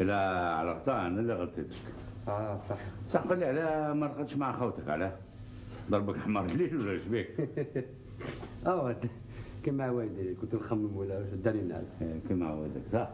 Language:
Algerian Arabic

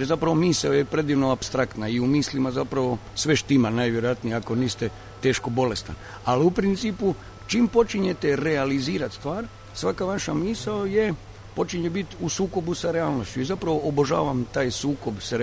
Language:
Croatian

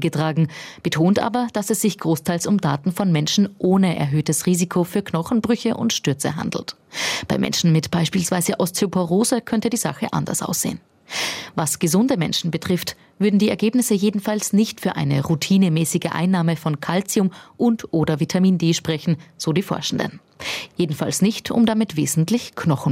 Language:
German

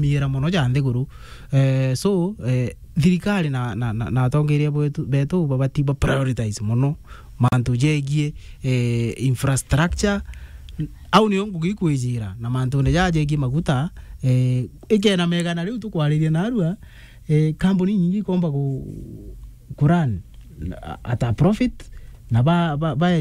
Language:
Meru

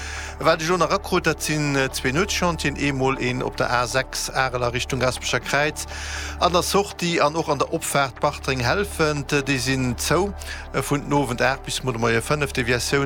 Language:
Luxembourgish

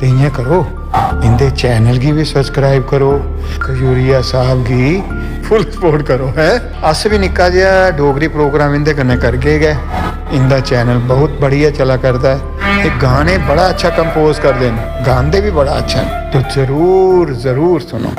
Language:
Dogri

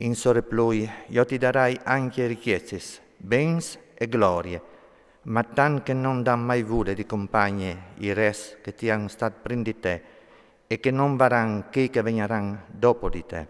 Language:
Friulian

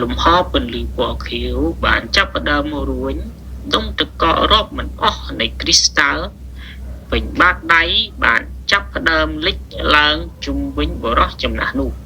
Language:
Khmer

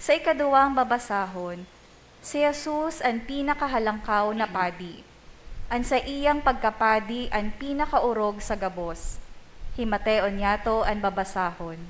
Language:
Bikol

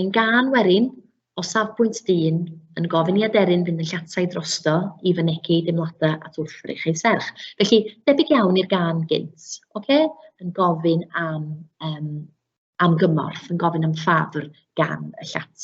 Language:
Welsh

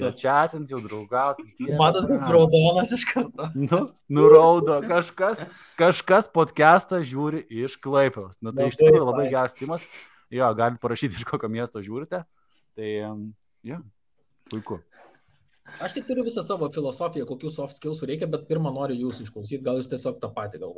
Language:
Lithuanian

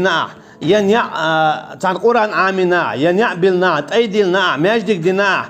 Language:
Chechen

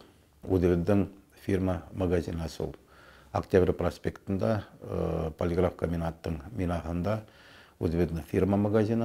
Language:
Bashkir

